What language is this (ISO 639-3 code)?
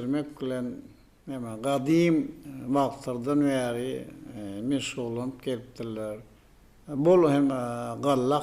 tuk